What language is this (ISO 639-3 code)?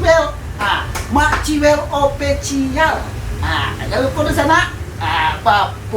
min